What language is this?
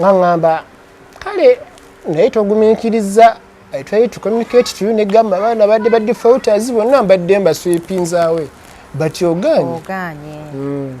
Ganda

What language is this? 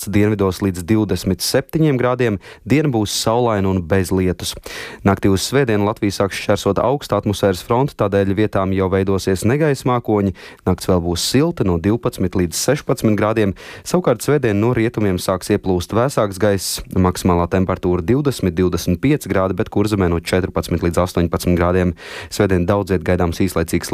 Latvian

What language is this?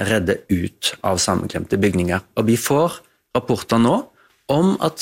Norwegian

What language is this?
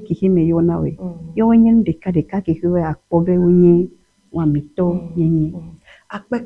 Ewe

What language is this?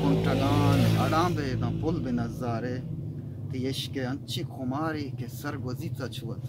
Eastern Balochi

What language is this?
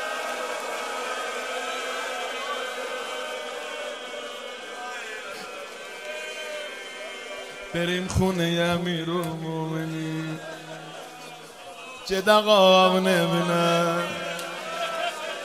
Persian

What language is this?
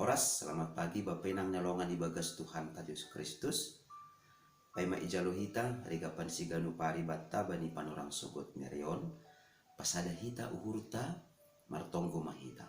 Batak Simalungun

